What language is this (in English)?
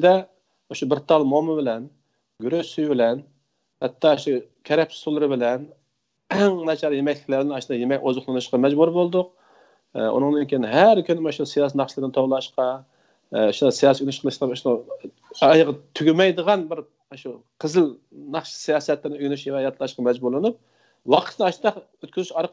Uyghur